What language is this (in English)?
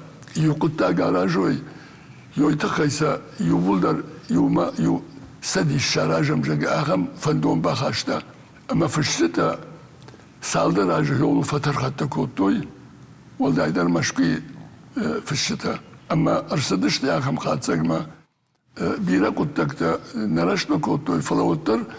Ossetic